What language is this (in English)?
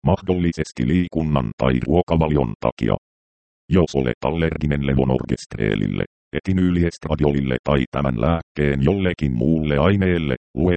Finnish